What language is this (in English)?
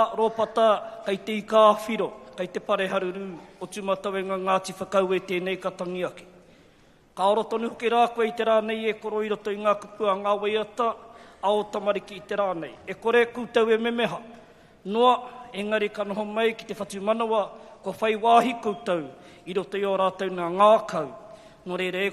Māori